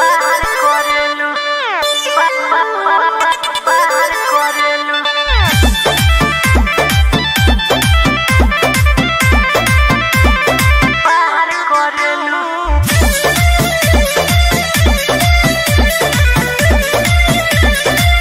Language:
Bhojpuri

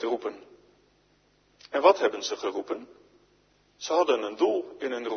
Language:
Dutch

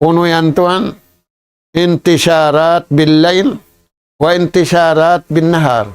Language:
Tausug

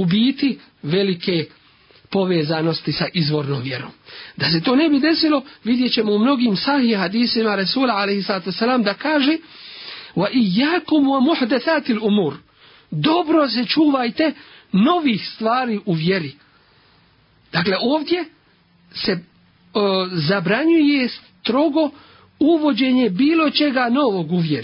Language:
Bosnian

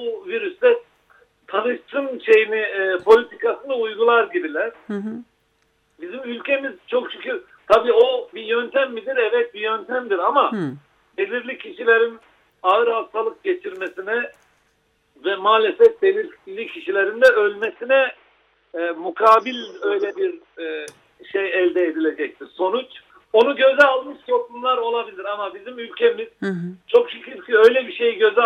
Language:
Turkish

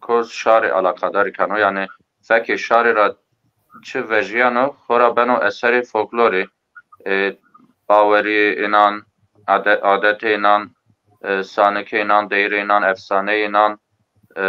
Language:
Zaza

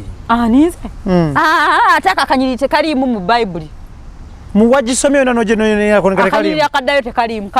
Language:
Ganda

